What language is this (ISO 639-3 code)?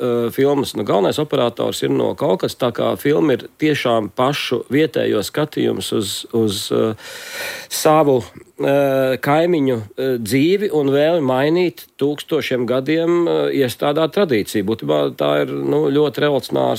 lav